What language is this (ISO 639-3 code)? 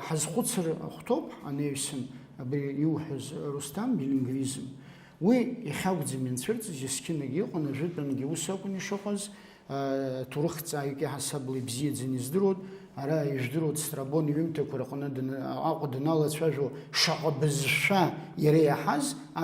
abk